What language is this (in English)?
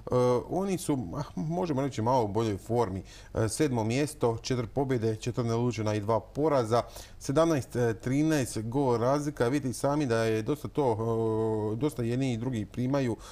Croatian